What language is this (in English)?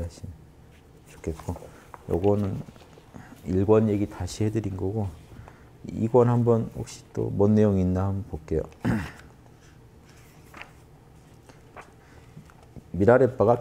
Korean